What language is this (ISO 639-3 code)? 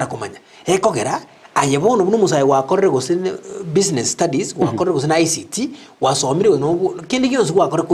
guz